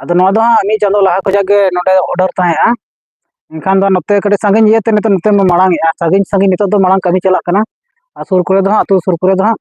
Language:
Santali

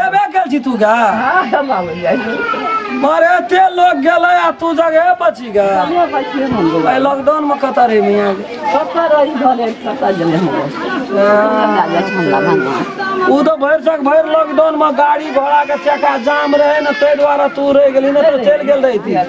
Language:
Maithili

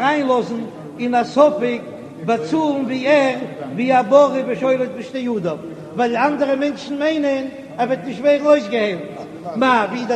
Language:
Yiddish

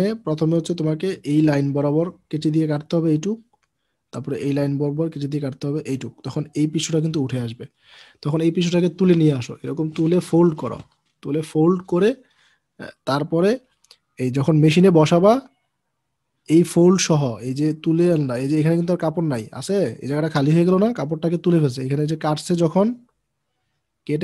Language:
Bangla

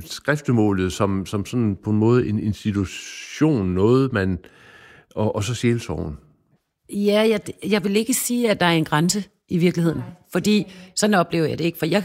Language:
Danish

